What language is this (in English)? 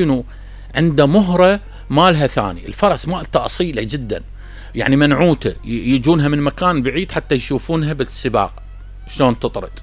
Mesopotamian Arabic